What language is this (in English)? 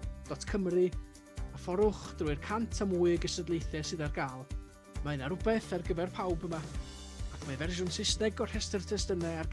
Welsh